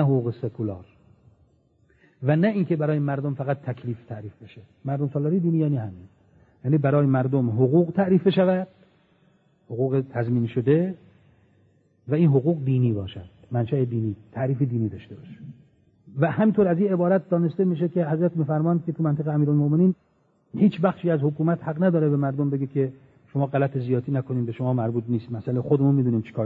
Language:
Persian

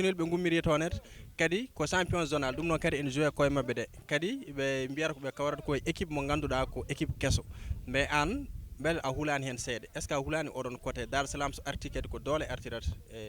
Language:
Fula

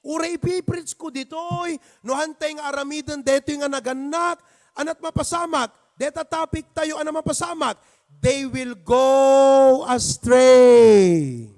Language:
Iloko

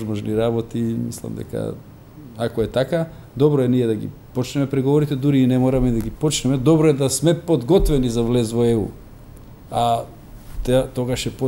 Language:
Macedonian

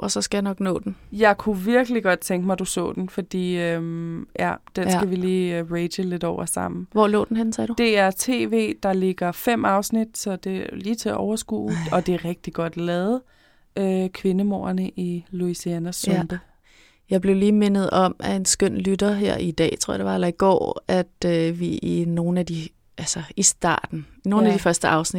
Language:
Danish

